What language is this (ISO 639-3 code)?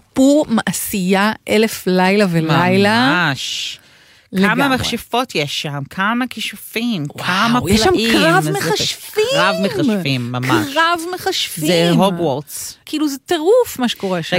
heb